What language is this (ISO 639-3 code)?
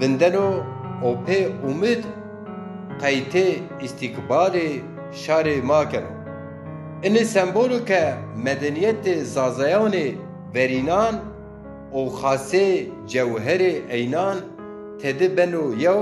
zza